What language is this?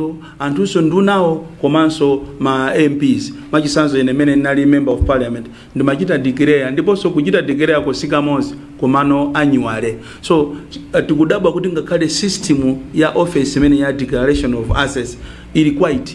Nyanja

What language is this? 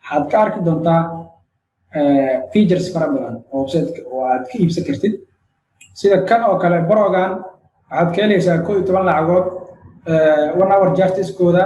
Somali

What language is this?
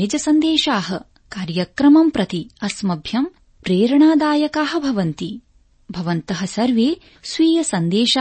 Sanskrit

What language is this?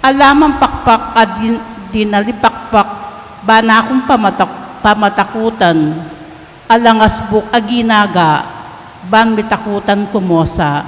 Pampanga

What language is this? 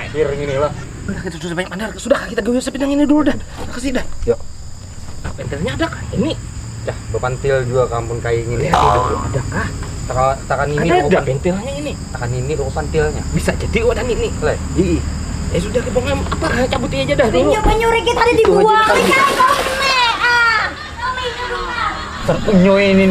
Banjar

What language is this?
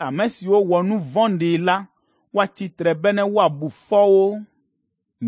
Ewe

